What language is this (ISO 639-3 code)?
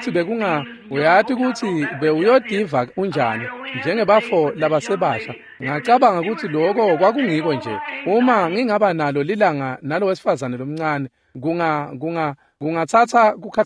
ssw